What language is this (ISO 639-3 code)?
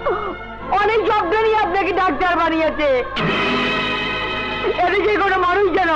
ben